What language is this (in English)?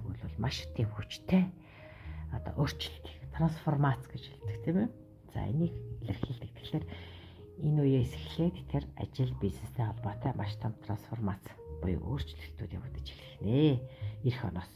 Mongolian